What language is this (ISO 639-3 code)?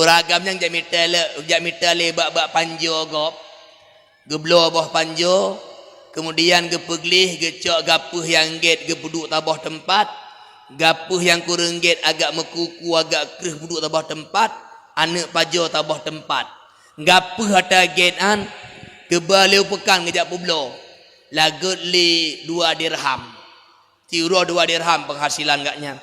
ace